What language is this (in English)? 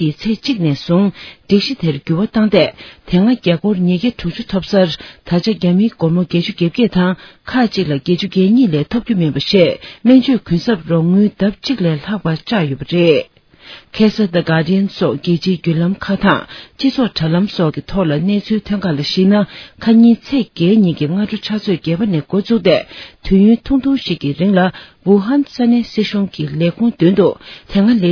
Tibetan